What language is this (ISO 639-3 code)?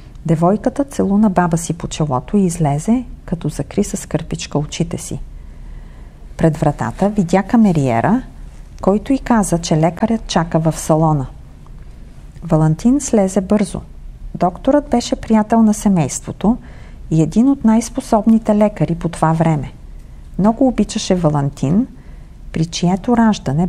bul